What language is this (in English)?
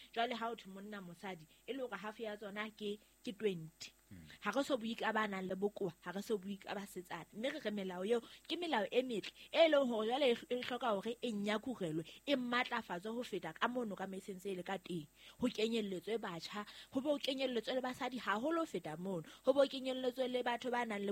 Southern Sotho